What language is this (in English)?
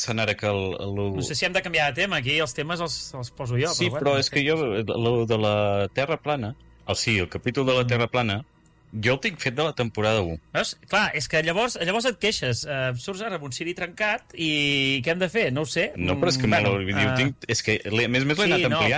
Catalan